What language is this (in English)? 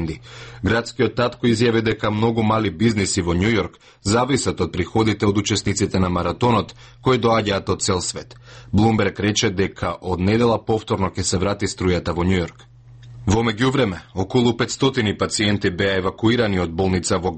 Macedonian